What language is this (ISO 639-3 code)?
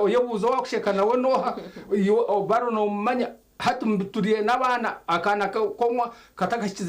nyn